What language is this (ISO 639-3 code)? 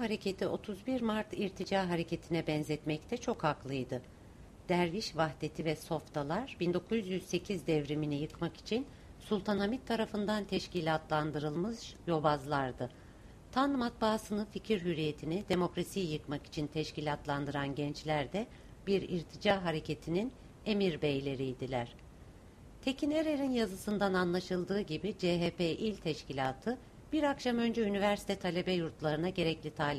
tur